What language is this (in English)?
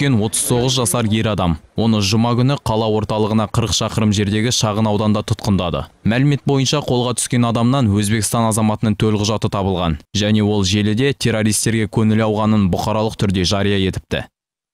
Kazakh